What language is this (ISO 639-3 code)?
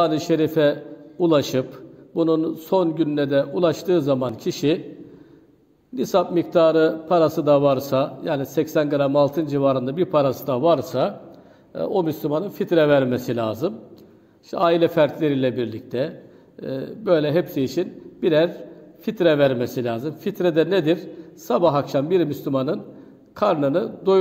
tur